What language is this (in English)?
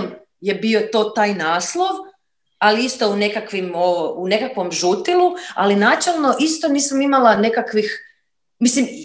Croatian